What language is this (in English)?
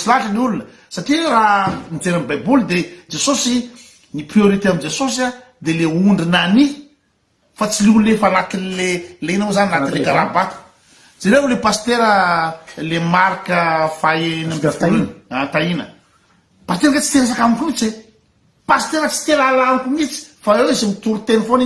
Malagasy